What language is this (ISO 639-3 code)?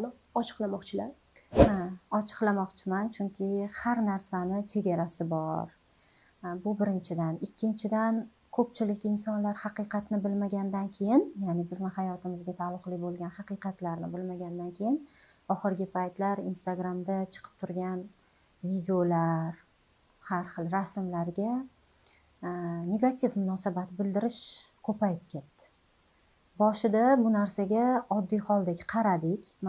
uzb